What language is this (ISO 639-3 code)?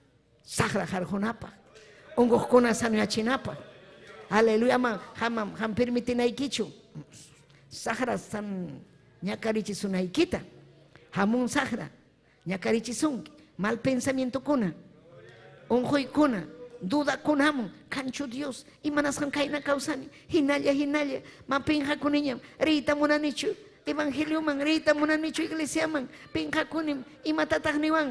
quy